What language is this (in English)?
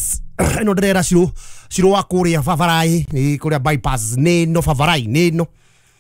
Kikuyu